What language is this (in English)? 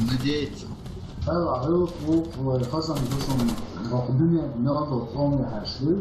Chechen